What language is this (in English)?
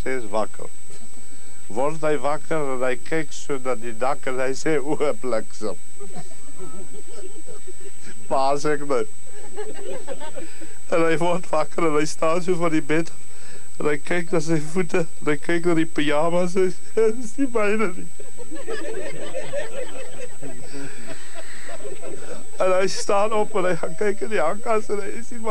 Afrikaans